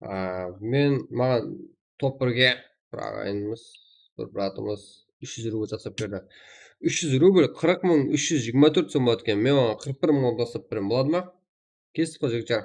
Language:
Kara-Kalpak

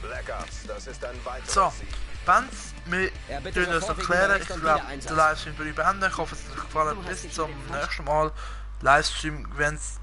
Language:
Swiss German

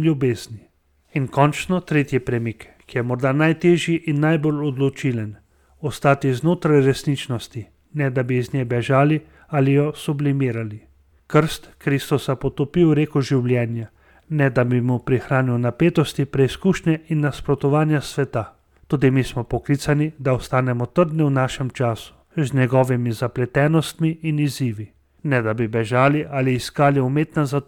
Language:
Slovenian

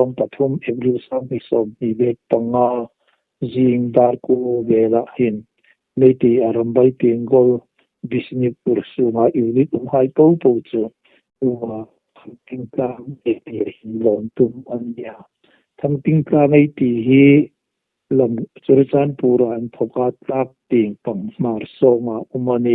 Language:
Hmar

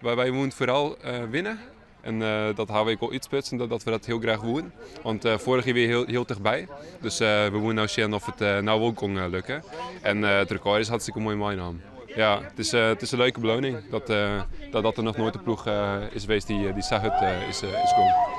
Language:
Western Frisian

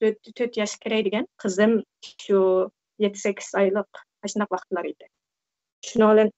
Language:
Uyghur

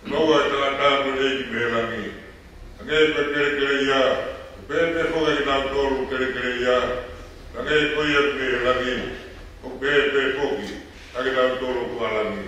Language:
Tongan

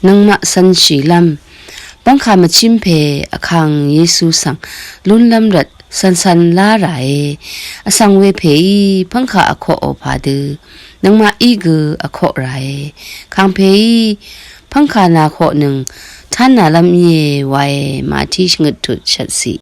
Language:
Rawang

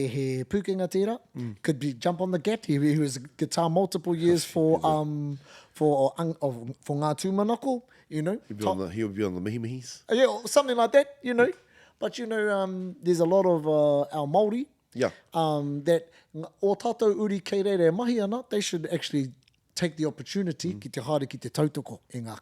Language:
Māori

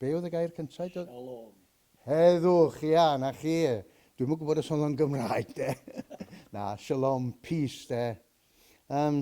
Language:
Welsh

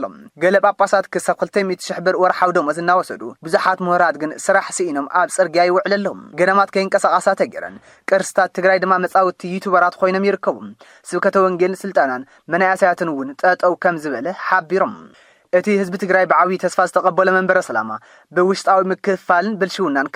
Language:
Tigrinya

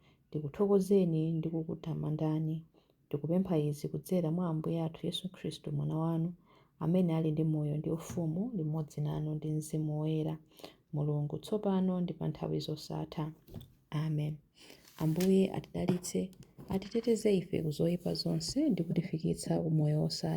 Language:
Nyanja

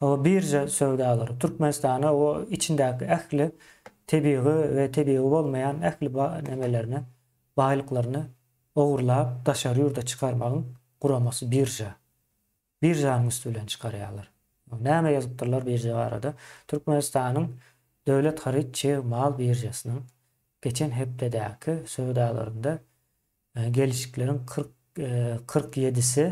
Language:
Turkmen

